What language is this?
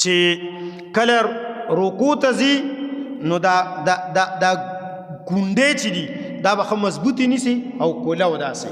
Pashto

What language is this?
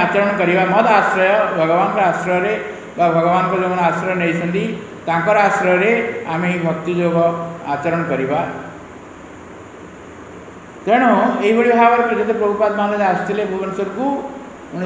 Odia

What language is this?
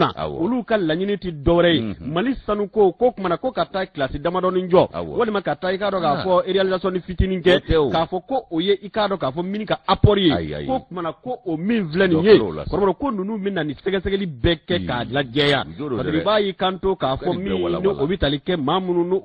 Bambara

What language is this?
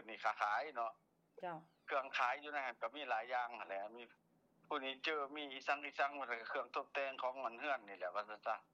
Lao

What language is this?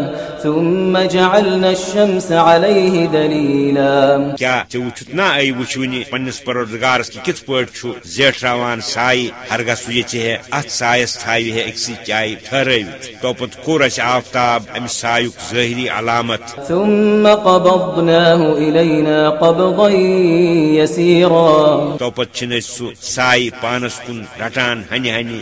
Kashmiri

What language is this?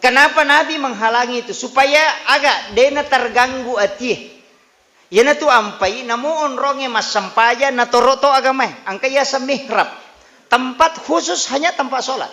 Buginese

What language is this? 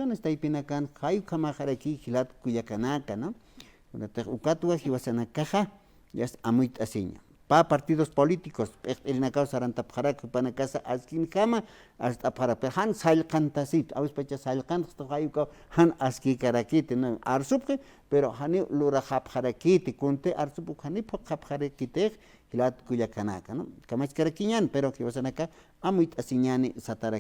Aymara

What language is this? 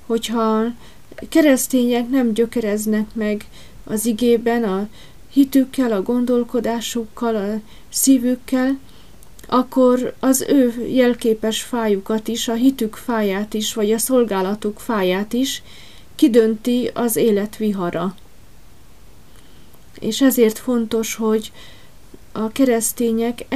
Hungarian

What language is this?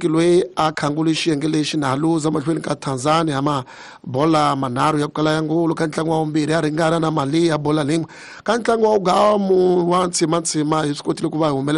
Tsonga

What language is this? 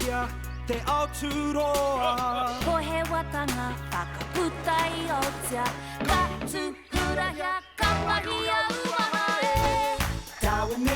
Māori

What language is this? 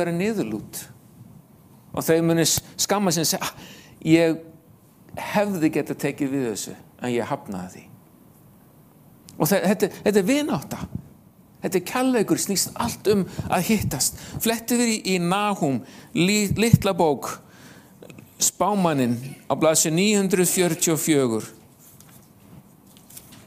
Icelandic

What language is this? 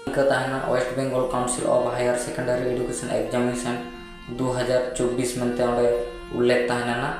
Santali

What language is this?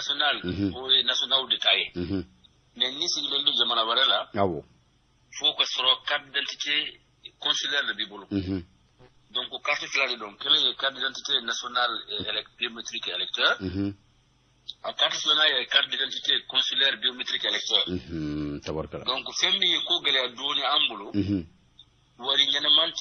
Bambara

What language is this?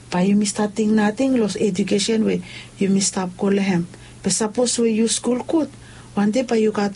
Bislama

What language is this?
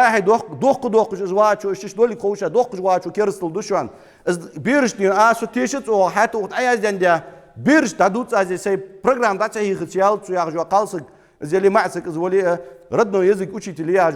Ingush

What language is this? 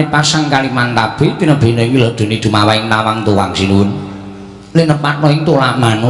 Javanese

